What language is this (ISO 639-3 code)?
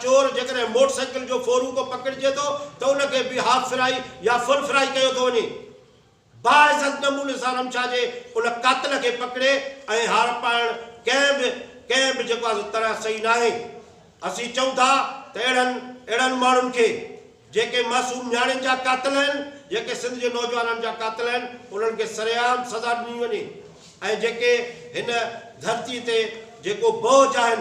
snd